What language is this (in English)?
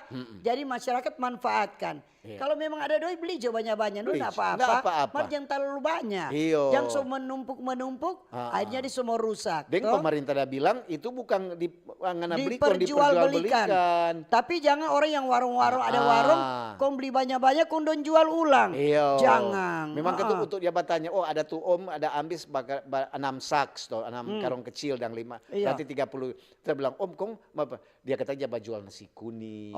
Manado Malay